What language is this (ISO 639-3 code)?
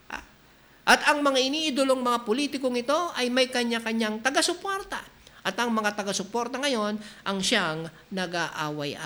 fil